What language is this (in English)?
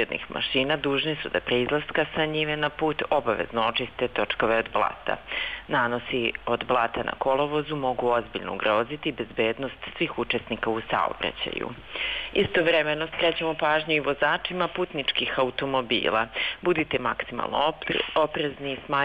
Serbian